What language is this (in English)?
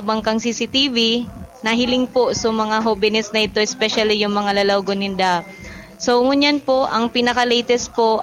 Bikol